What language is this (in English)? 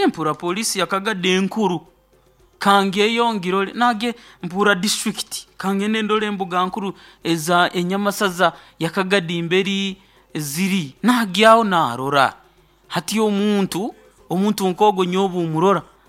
Nyoro